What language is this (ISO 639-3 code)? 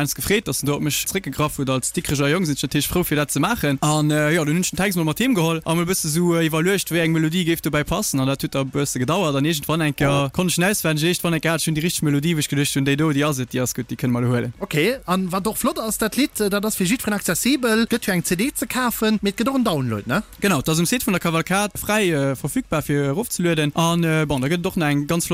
ltz